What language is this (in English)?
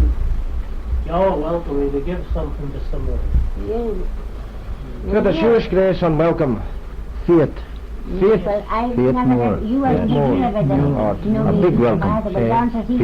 Manx